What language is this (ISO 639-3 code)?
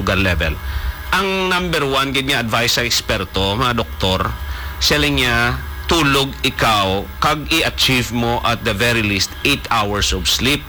hil